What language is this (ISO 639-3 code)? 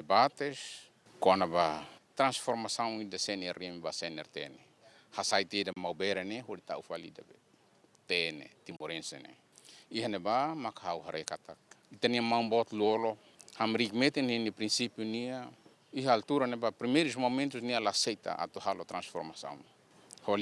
tet